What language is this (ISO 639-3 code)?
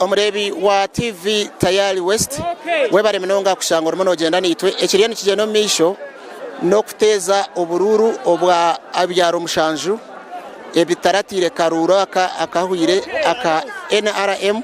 nyn